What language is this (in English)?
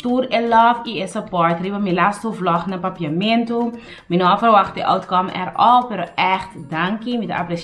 Papiamento